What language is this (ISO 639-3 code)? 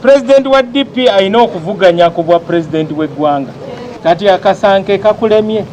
lug